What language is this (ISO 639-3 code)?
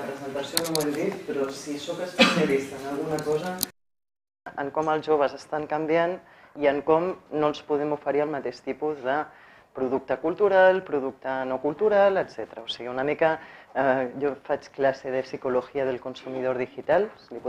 cat